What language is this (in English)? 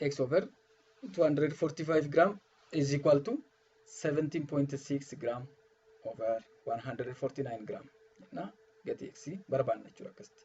Oromo